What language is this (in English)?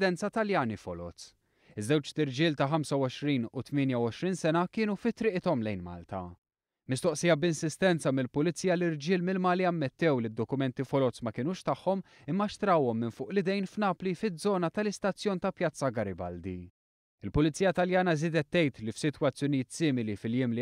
Maltese